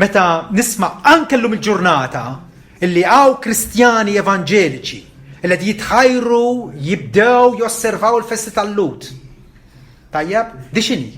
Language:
Maltese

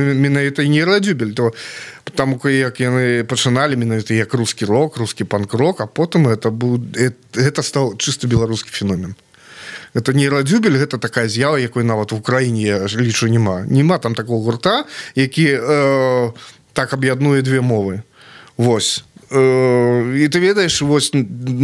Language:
Belarusian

